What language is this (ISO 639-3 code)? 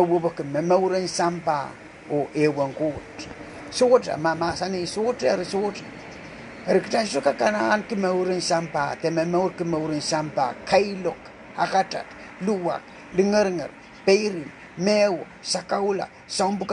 pon